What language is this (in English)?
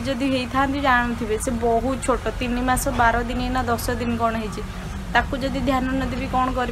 Odia